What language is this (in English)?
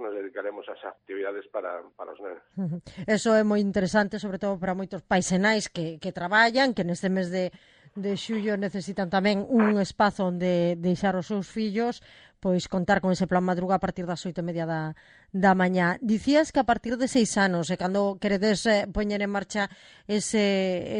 Galician